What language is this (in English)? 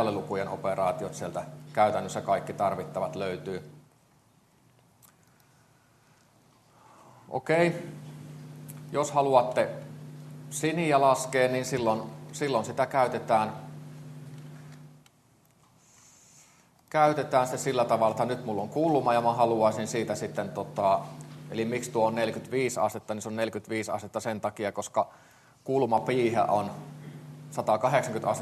Finnish